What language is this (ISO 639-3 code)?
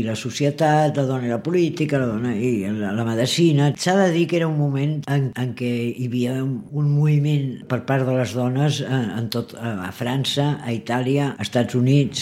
cat